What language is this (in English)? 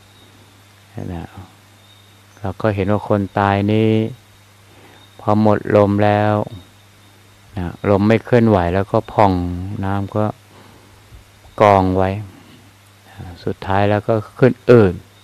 Thai